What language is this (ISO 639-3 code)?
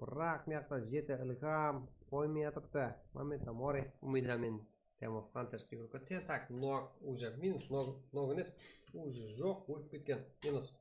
kaa